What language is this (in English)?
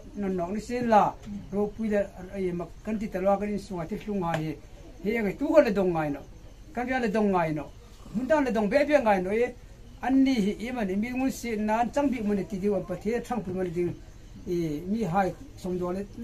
Hmar